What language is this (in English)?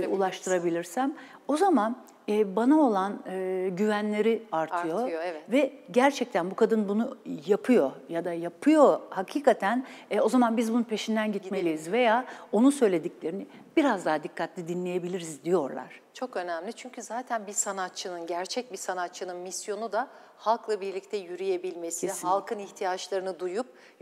Turkish